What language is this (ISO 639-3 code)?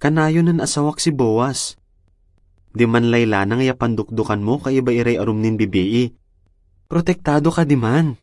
pag